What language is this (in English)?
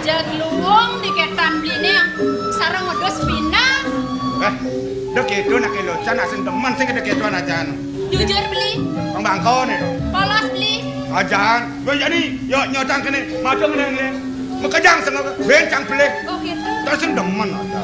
Balinese